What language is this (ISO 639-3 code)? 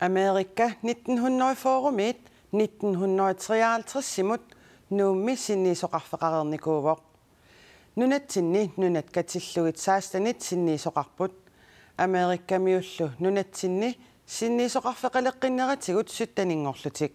kal